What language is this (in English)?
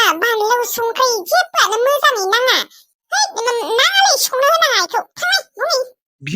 Bodo